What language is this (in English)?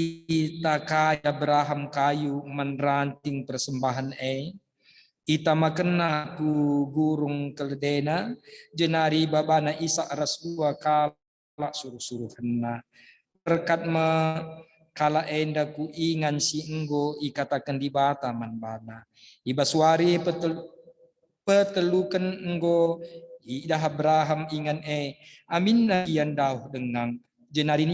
Batak Karo